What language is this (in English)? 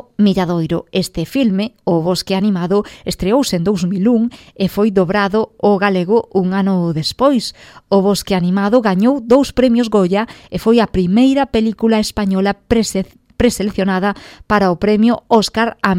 Galician